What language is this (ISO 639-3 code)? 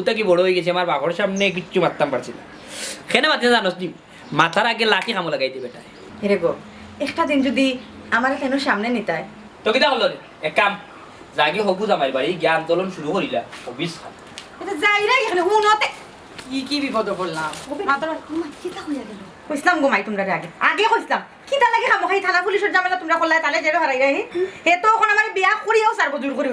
syl